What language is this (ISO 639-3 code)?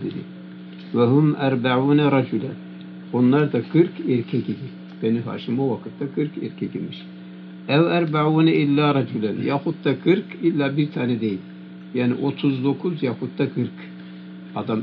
tur